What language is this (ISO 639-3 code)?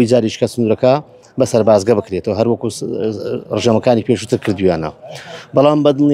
ckb